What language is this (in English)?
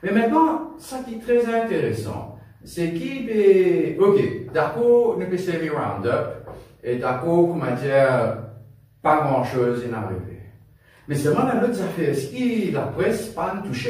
Morisyen